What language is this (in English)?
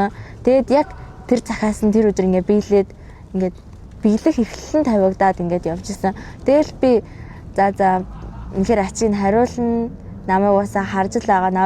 Mongolian